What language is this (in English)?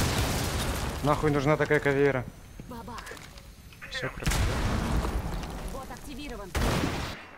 Russian